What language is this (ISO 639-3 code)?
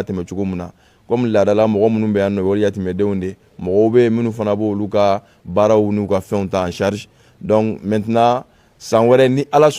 bam